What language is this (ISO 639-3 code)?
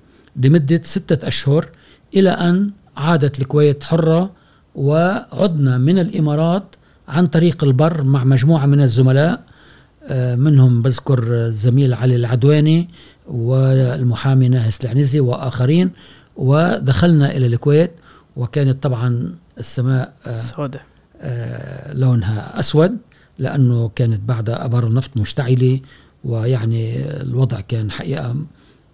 afb